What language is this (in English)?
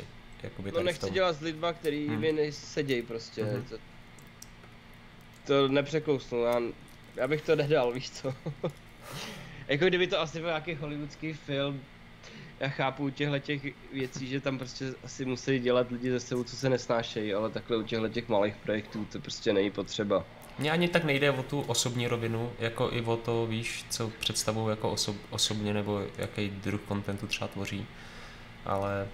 Czech